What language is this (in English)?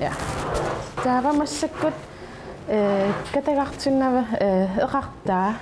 Kalaallisut